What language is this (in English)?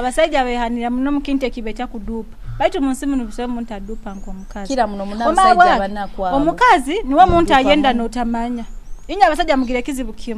Nyoro